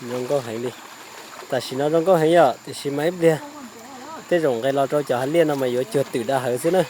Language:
Hmong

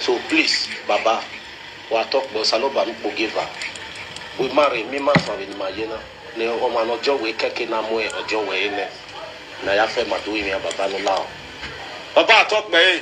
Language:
Nigerian Pidgin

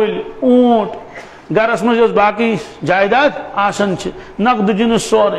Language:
Kashmiri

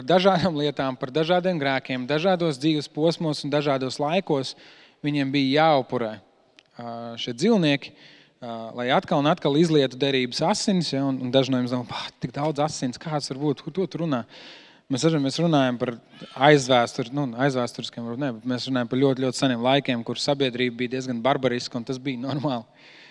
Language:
Latvian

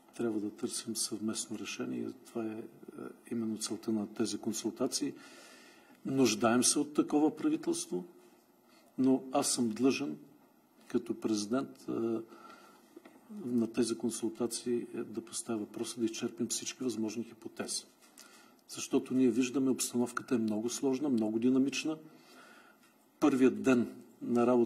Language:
Bulgarian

